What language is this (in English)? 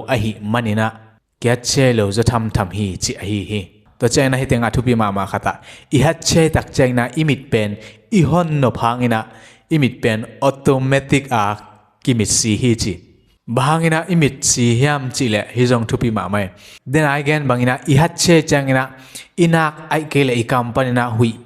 Tedim Chin